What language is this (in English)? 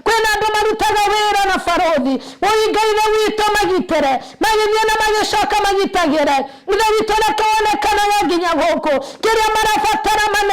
Kikuyu